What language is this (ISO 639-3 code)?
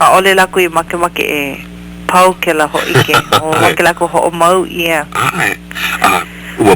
haw